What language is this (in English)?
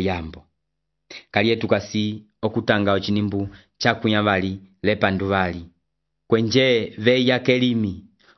Umbundu